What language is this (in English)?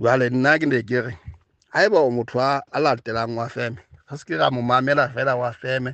Southern Sotho